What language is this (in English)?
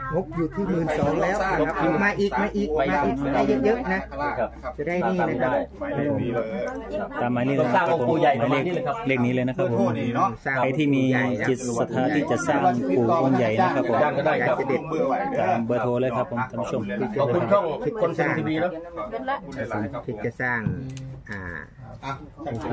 Thai